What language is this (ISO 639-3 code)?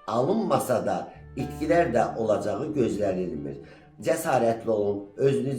aze